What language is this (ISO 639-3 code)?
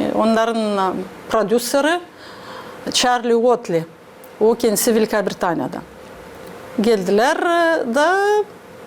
gag